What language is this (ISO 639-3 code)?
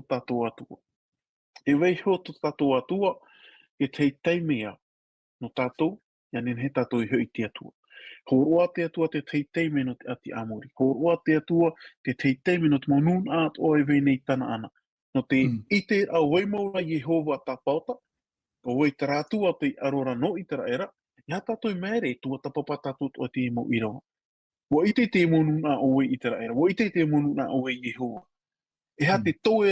tah